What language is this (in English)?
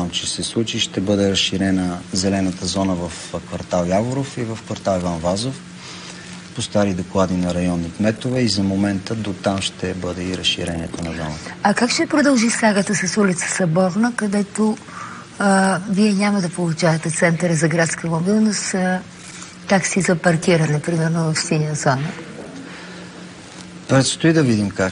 Bulgarian